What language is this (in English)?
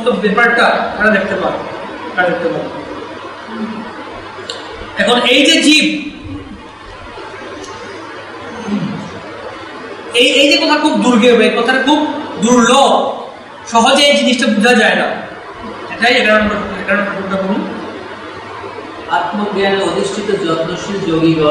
Bangla